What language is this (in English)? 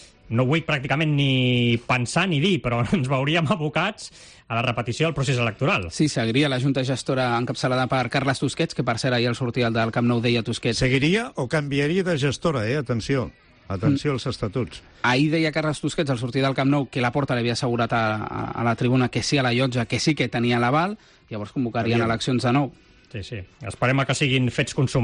Catalan